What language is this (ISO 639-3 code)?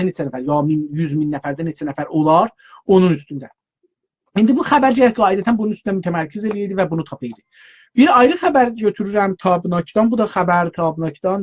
azb